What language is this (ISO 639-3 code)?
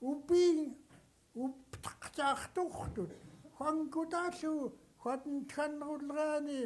esu